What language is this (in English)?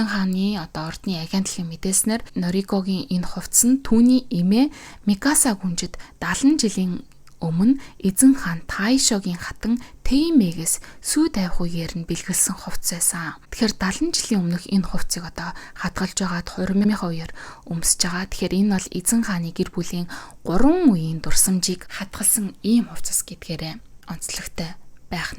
Mongolian